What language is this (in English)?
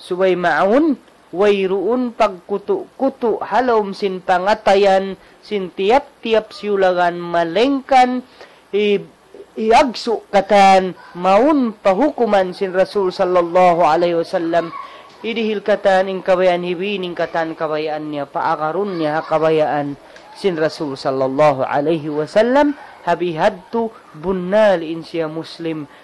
Tausug